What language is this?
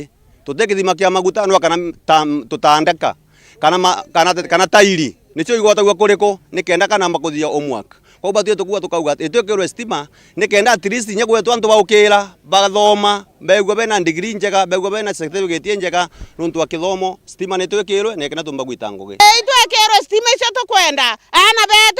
Meru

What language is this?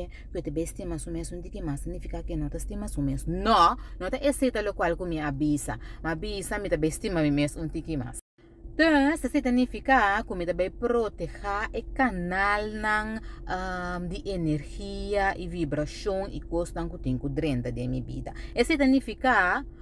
Papiamento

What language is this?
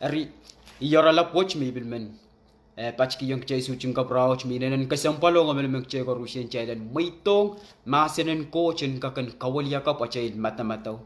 Pohnpeian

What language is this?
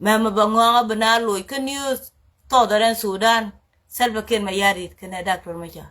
Nuer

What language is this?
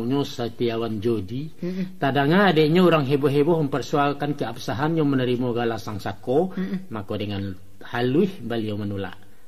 Minangkabau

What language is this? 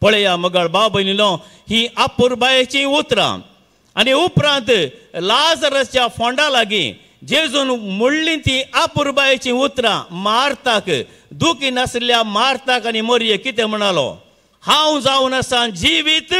Konkani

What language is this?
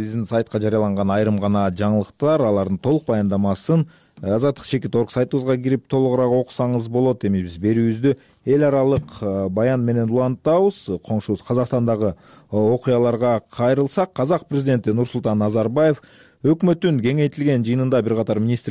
Kyrgyz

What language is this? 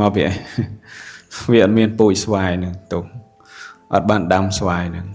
Khmer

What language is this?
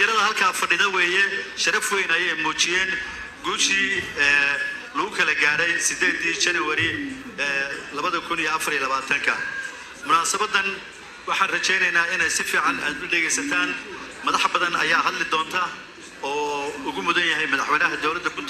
Somali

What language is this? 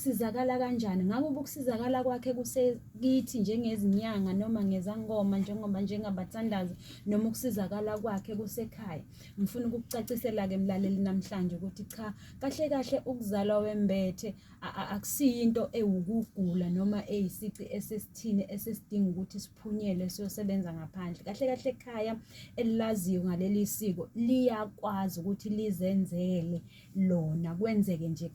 Zulu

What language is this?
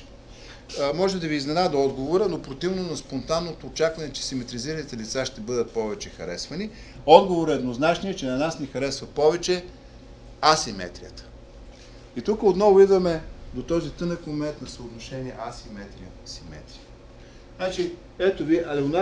Bulgarian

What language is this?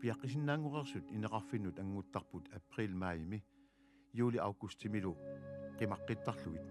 Kalaallisut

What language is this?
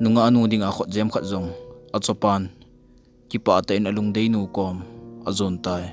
Thado Chin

